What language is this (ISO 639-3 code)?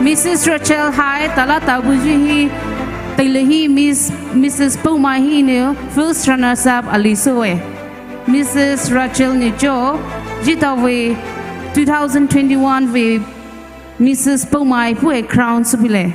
pmx